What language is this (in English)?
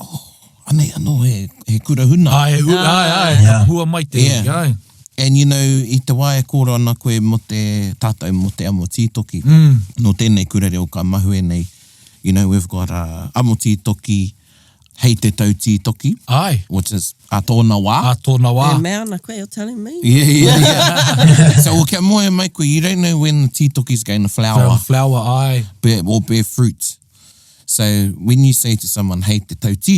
Māori